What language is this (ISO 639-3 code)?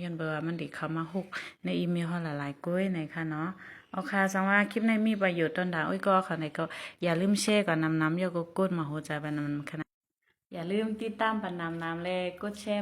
shn